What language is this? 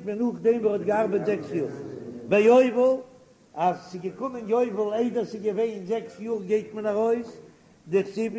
Yiddish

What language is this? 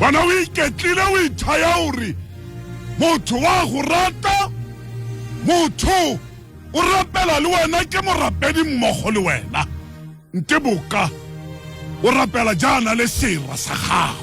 Tswana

